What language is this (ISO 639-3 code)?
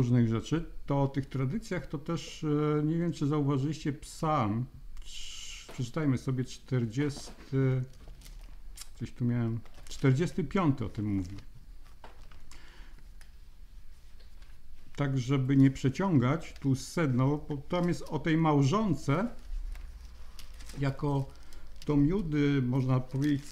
pol